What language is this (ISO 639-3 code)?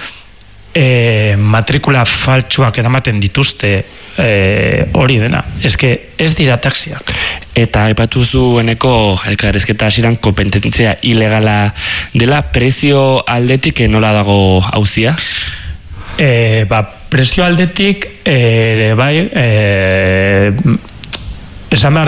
eus